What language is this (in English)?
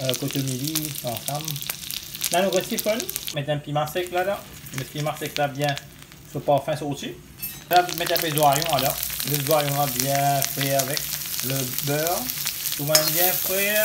Morisyen